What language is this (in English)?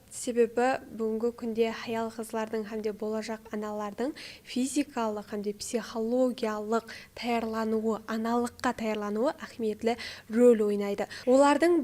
Kara-Kalpak